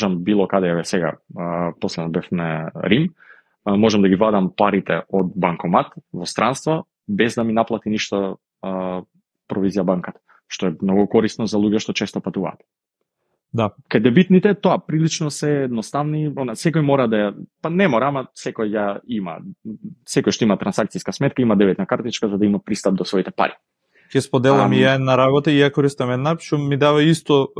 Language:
Macedonian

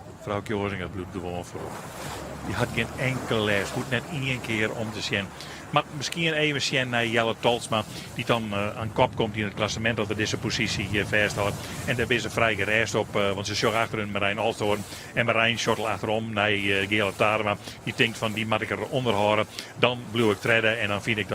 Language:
Western Frisian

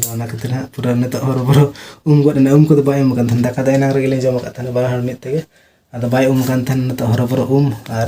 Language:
Santali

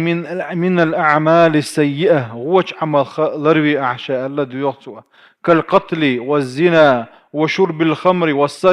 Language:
Chechen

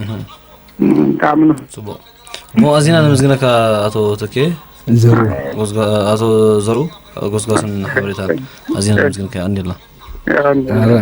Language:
Tigrinya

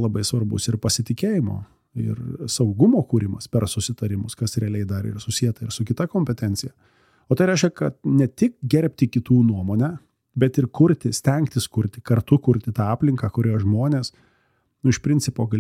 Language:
Lithuanian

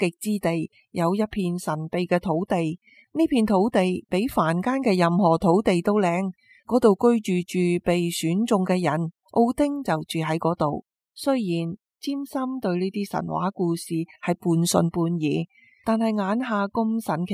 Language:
Cantonese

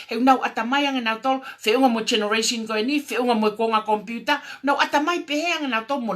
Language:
Tongan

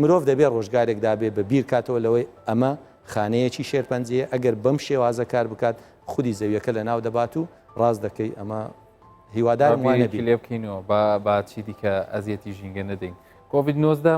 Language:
Central Kurdish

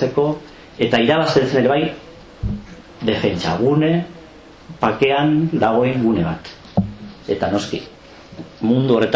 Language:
Basque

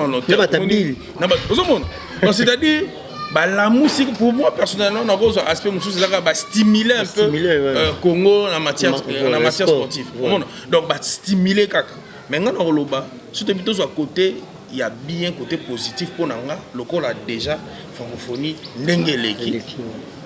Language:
Lingala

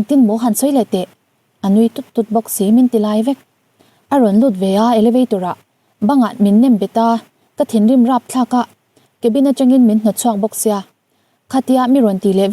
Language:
Mizo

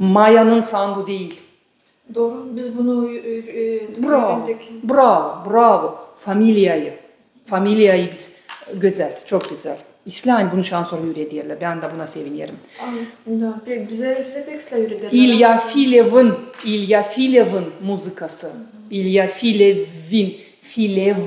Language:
Gagauz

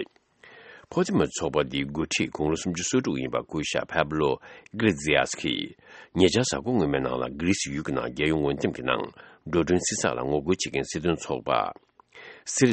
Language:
Tibetan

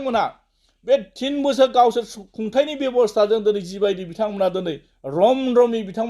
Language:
Bodo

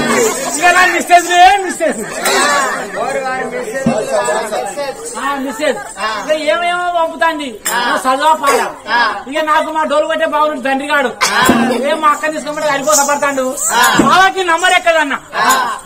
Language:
Telugu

